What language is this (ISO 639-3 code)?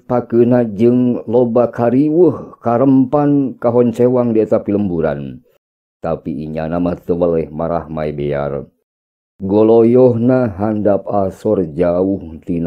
sun